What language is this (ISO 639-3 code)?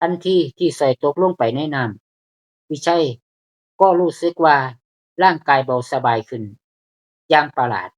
lao